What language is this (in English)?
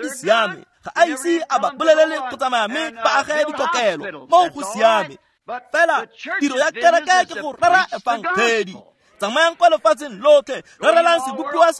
Tswana